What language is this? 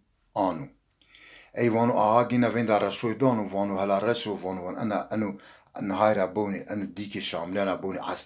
Zaza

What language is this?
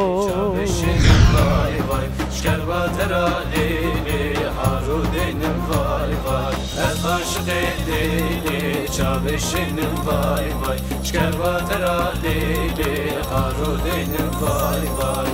Zaza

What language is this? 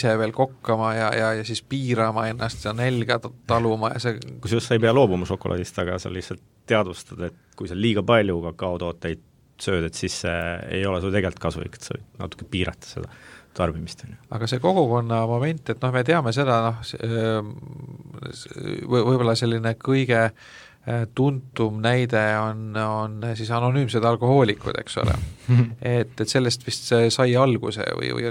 Estonian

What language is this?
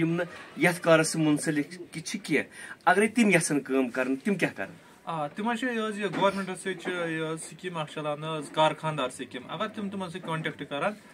Kashmiri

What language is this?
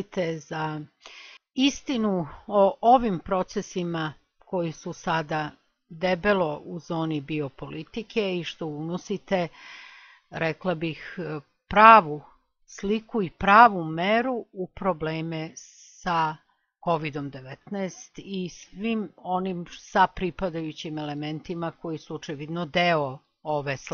Serbian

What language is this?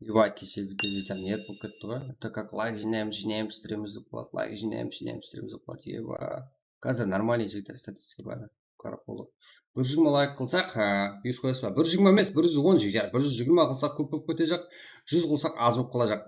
Kara-Kalpak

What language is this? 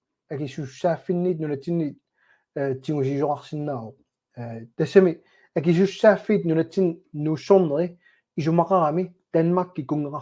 Kalaallisut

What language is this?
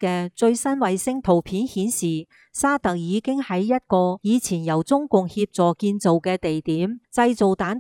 Cantonese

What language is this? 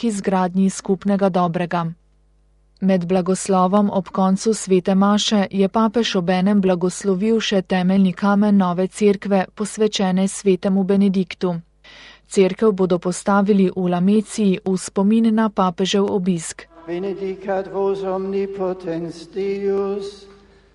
Slovenian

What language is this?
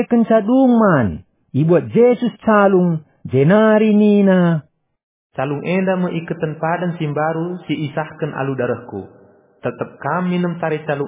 Batak Karo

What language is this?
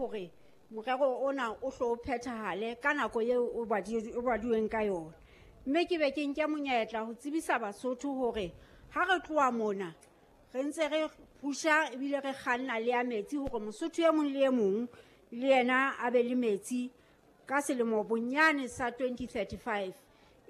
Southern Sotho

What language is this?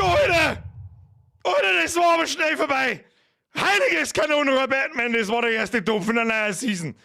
Bavarian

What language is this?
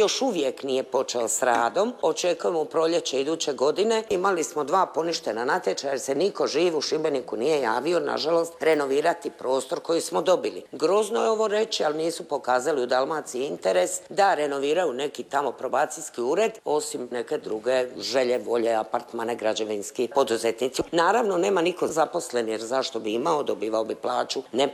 Croatian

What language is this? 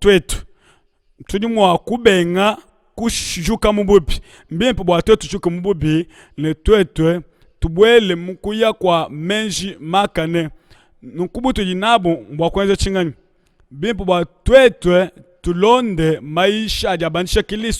Luba-Lulua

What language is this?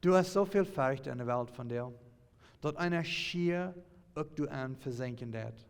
Plautdietsch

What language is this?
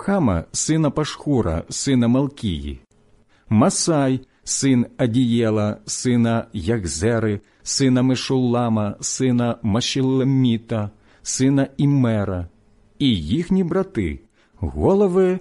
Ukrainian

